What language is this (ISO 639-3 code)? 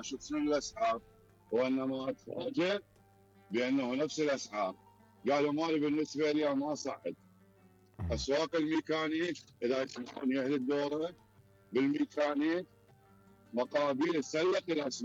acm